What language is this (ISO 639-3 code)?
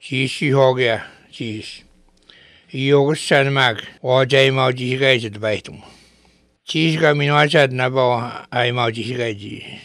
lav